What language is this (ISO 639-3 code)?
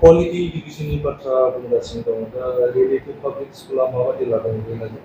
brx